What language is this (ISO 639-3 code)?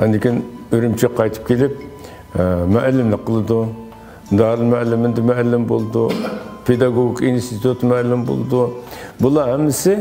uig